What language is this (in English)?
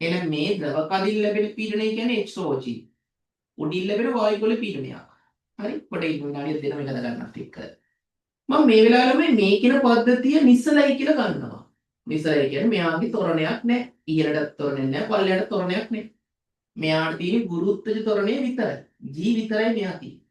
Sinhala